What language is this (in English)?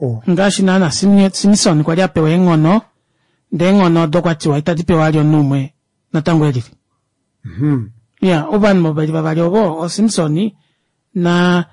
Kuanyama